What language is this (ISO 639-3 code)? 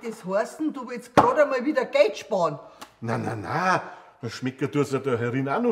bar